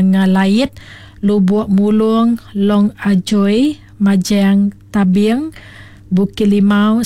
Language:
Iban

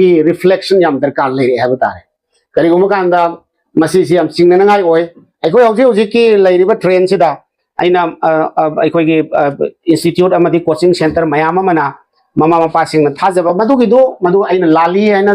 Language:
Manipuri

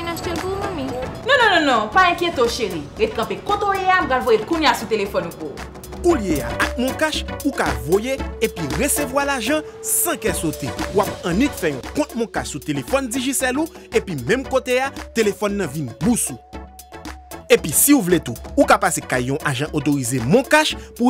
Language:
Haitian Creole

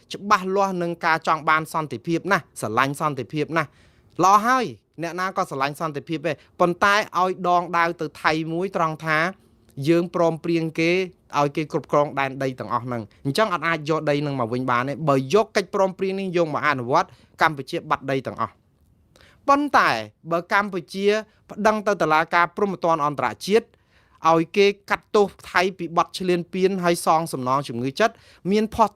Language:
Khmer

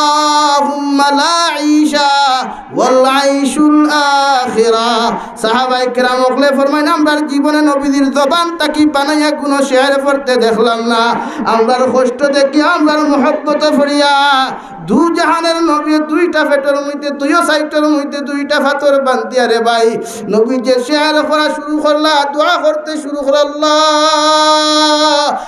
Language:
Sylheti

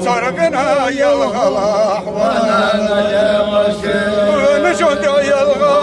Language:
Ingush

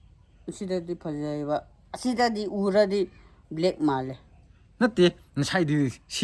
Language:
Manipuri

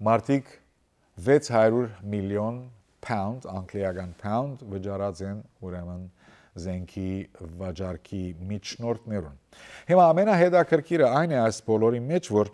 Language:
Western Armenian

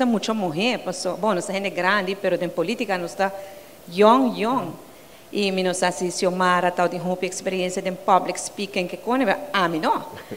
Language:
Papiamento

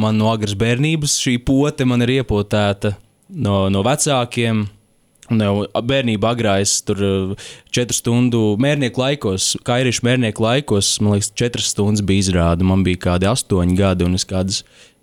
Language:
Latvian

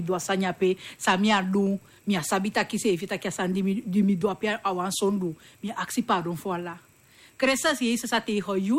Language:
Sranan Tongo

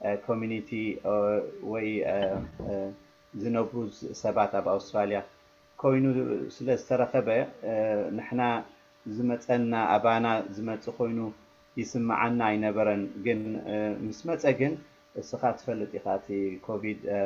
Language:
Tigrinya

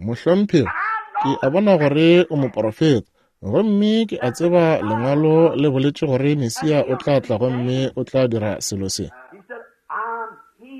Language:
Northern Sotho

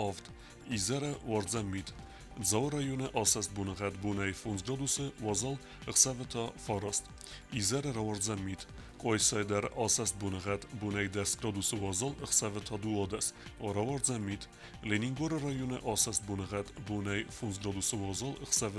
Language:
Ossetic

